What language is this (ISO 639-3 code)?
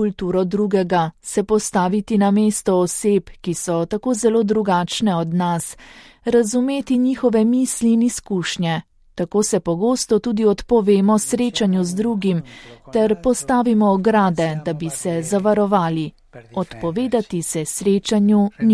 slv